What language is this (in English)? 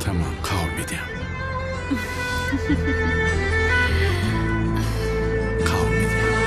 Tajik